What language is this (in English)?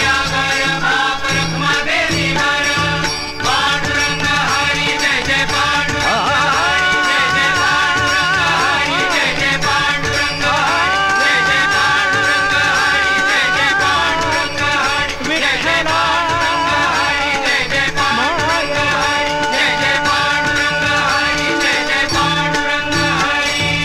Marathi